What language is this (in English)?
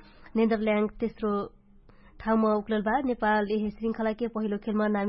Dangaura Tharu